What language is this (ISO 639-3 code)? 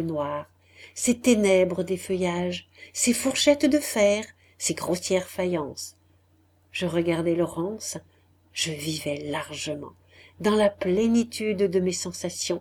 fra